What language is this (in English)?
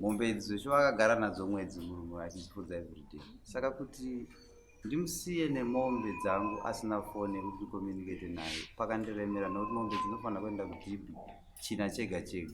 Shona